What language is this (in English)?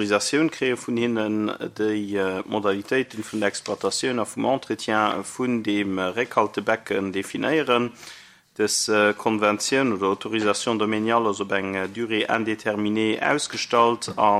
Luxembourgish